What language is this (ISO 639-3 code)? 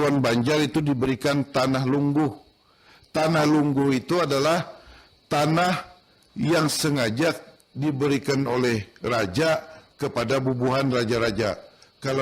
bjn